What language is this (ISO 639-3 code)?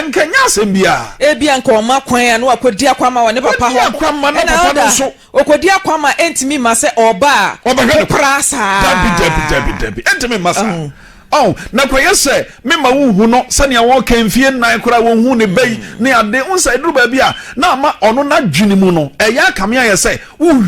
aka